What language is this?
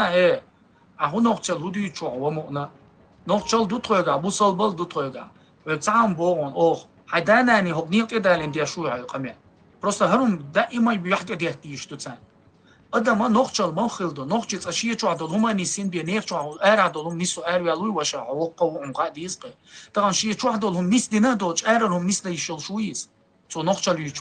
Chechen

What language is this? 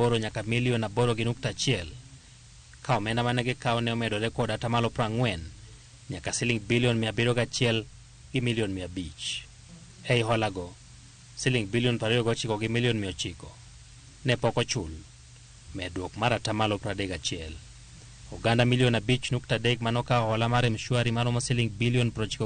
Luo (Kenya and Tanzania)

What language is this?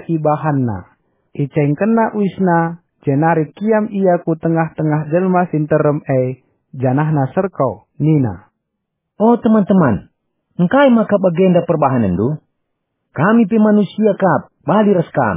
Batak Karo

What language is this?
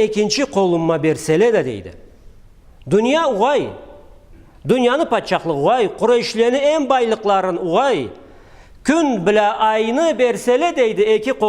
Karachay-Balkar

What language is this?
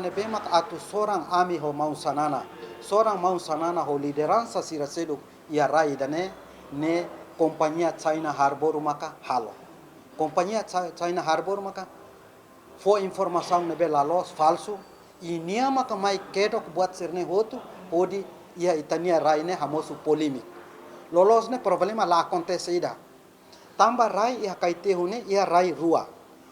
Tetum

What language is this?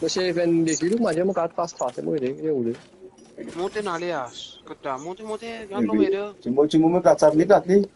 Morisyen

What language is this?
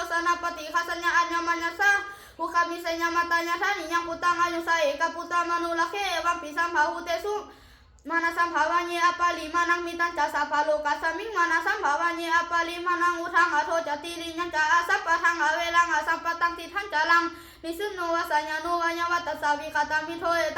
Pali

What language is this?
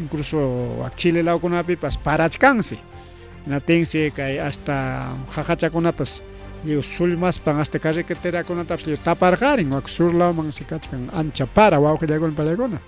Ayacucho Quechua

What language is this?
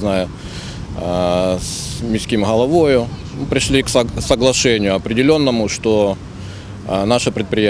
Ukrainian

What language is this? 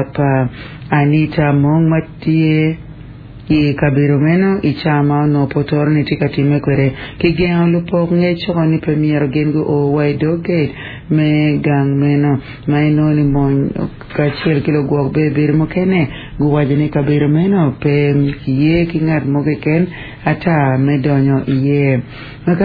Acoli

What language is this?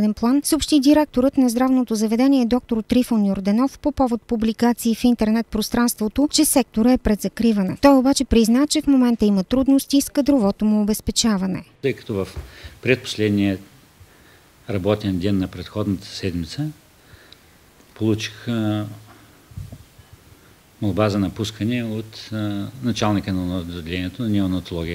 Bulgarian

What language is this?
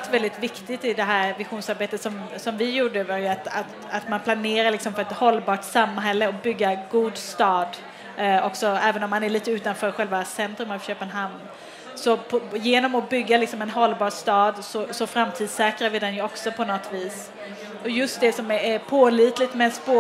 Swedish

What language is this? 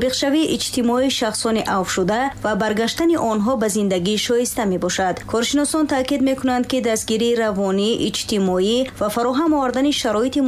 Tajik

